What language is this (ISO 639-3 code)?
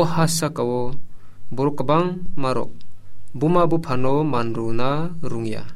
trp